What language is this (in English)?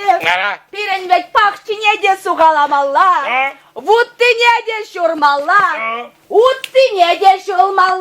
Chuvash